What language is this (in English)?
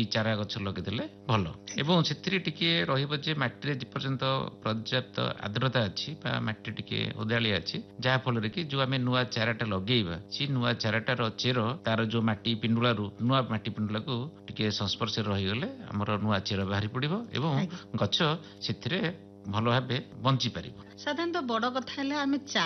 Odia